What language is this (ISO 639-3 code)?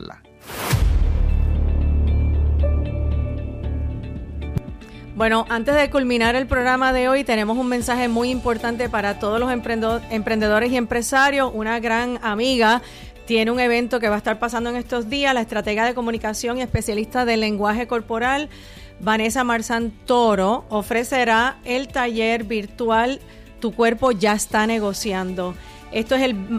spa